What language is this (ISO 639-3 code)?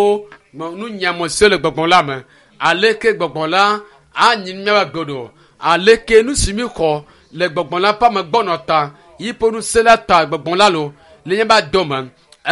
ewe